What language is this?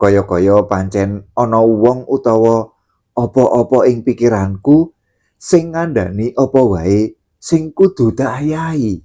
Javanese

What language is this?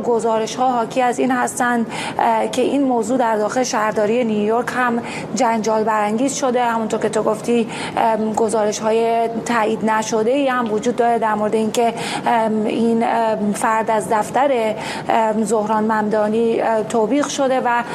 Persian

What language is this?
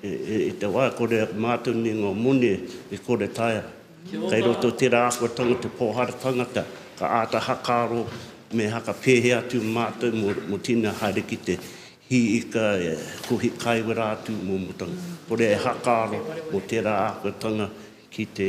Māori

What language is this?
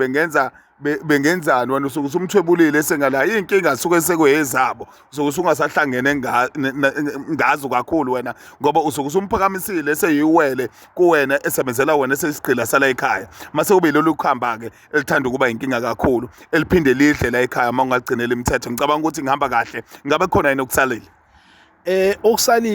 Zulu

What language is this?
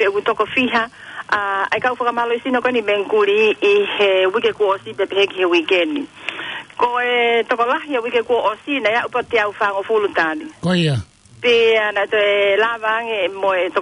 Tongan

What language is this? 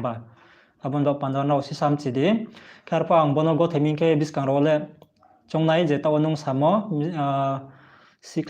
Riang (India)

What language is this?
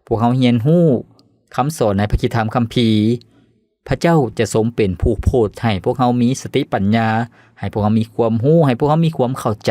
Lao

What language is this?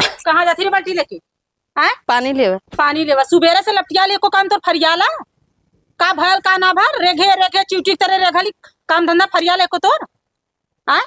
Awadhi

